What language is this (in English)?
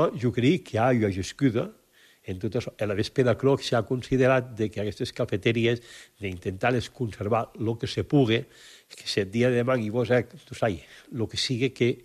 Catalan